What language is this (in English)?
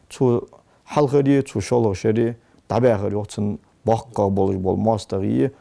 Ingush